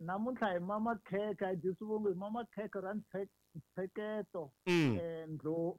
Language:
Tsonga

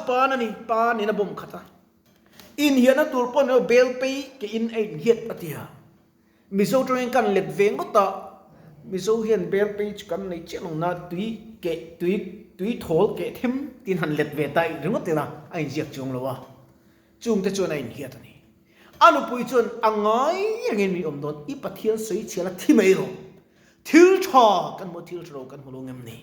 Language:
Mizo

